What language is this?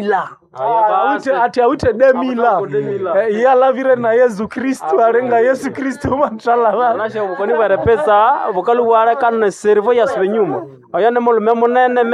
Nande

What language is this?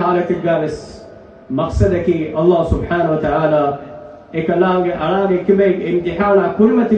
Divehi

